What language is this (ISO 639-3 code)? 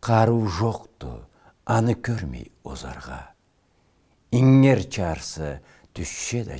krc